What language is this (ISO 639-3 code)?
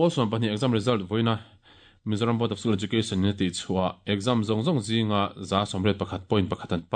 lus